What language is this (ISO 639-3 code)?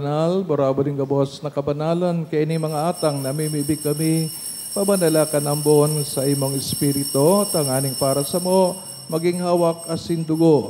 bik